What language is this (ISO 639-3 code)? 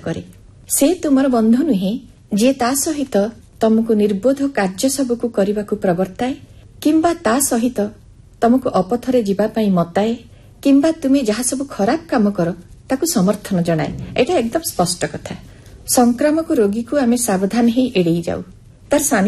ori